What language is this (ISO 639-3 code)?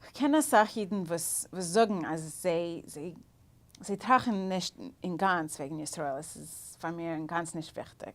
yid